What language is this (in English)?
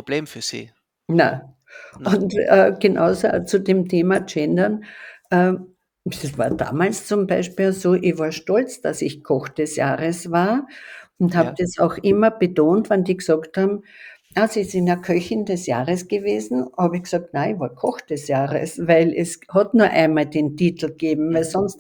German